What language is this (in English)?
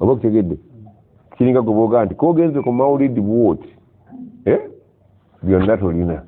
Ganda